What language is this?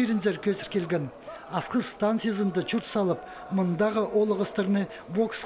Khakas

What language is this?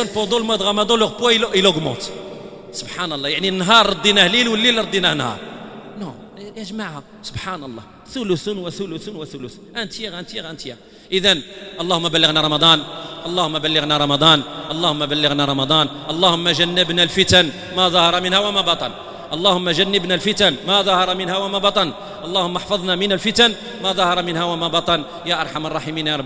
Moroccan Arabic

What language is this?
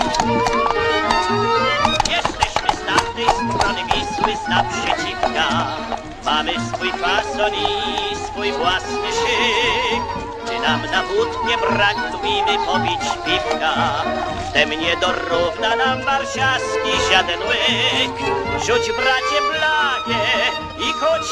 Polish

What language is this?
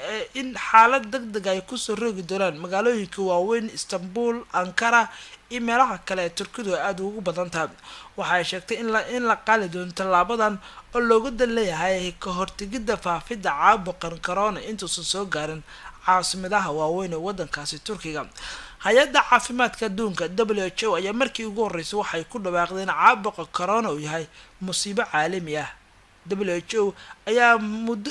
Somali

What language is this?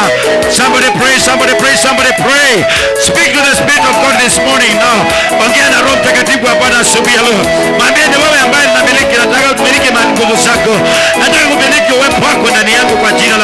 Swahili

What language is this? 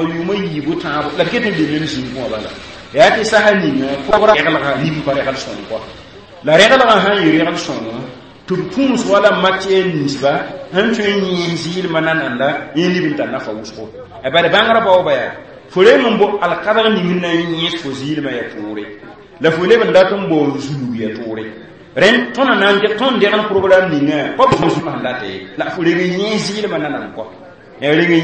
Mossi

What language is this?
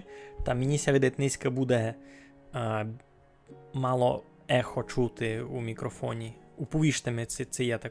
Rusyn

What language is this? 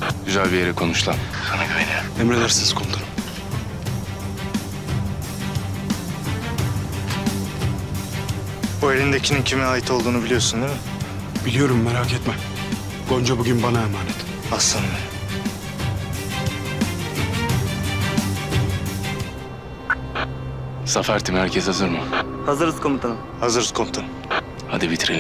Turkish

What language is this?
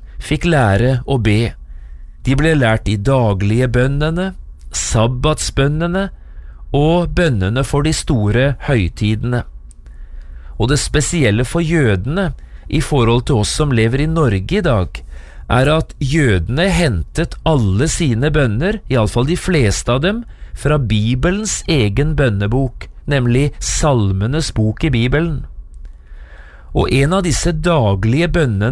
Norwegian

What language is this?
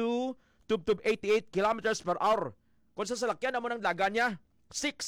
Hiligaynon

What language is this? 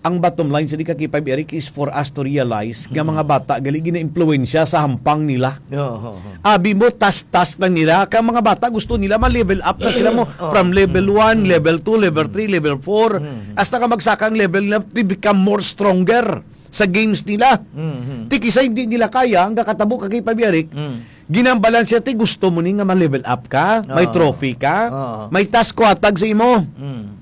Hiligaynon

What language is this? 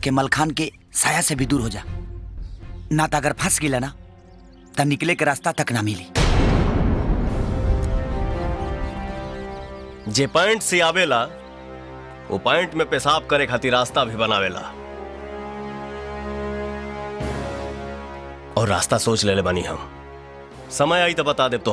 Bhojpuri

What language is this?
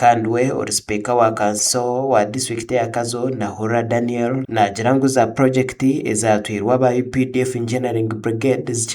Nyankole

